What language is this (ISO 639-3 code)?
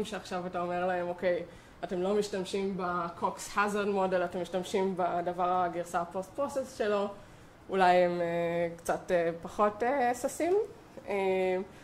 heb